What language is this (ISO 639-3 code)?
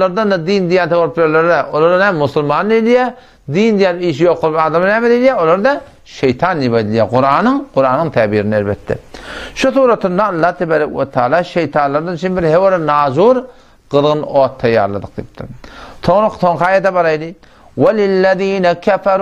tuk